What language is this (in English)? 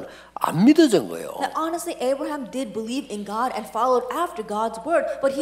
Korean